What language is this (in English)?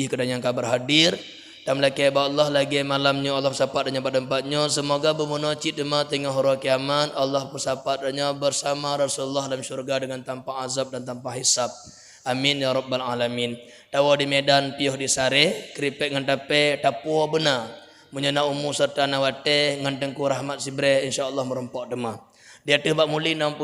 Achinese